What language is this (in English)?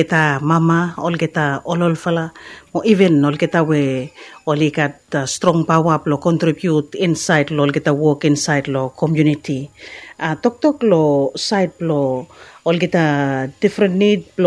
Bislama